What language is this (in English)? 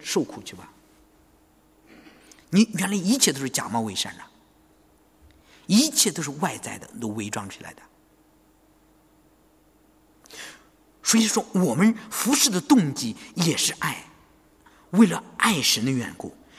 Chinese